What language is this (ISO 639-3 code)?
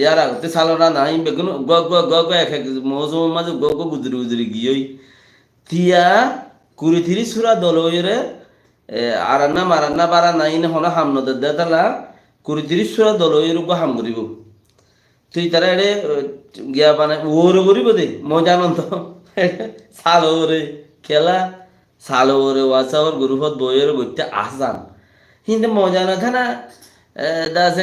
rhg